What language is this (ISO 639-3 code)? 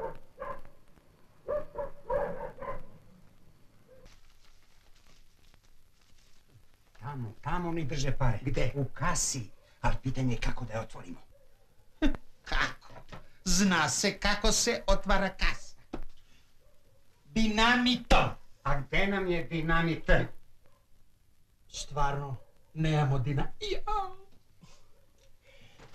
srp